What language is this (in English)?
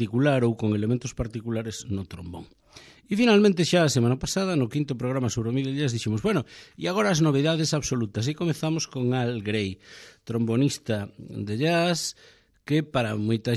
Galician